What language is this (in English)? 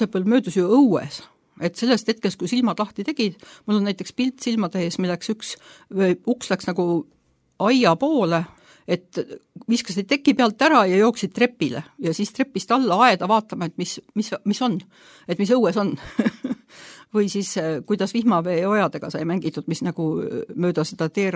Estonian